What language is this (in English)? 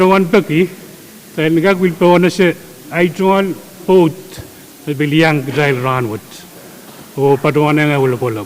Pohnpeian